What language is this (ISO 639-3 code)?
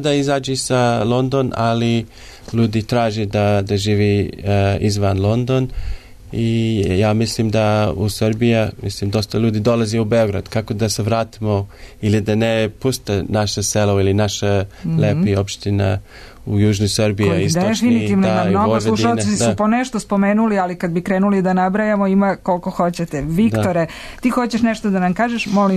srp